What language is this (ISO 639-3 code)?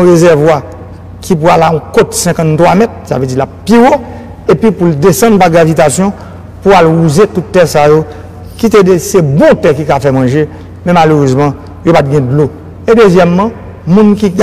hat